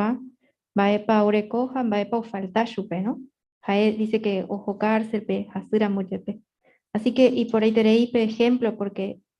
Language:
Guarani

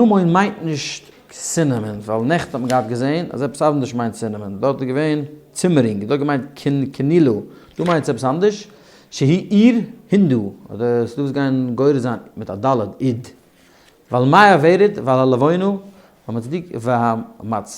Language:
Yiddish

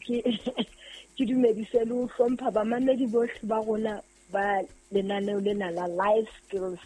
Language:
Southern Sotho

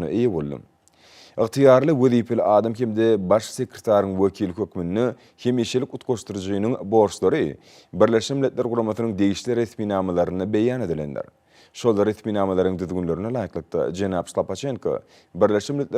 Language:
Turkmen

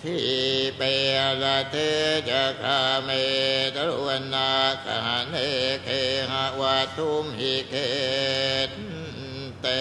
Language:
Pali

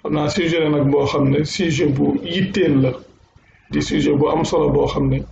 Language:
Wolof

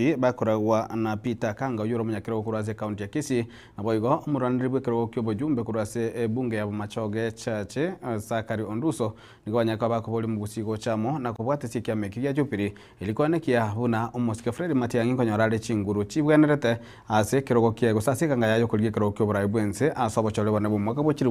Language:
Gusii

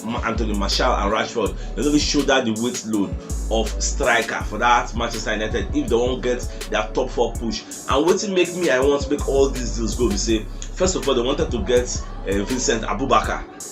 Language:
Nigerian Pidgin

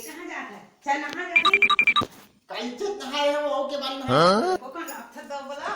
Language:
Chhattisgarhi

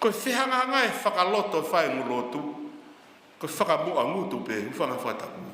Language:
Tongan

